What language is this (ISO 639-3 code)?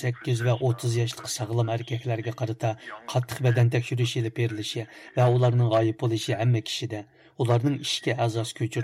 uig